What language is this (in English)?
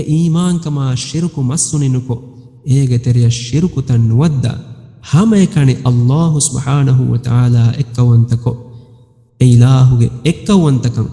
Divehi